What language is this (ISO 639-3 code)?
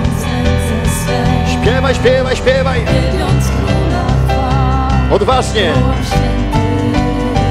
pol